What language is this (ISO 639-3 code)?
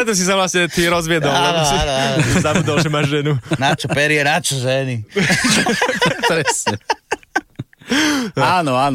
slk